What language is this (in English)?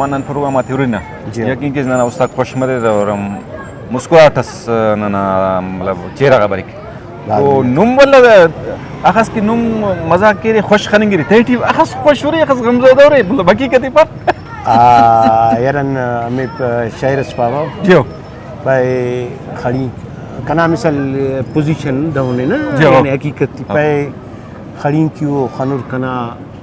Brahui